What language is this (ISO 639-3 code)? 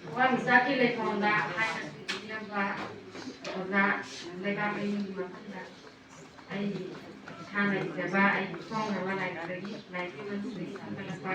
mni